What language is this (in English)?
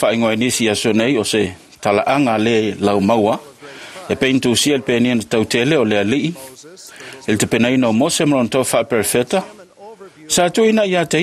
Samoan